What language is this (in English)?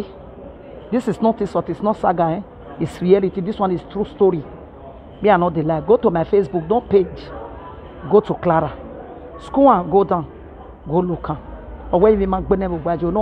Nigerian Pidgin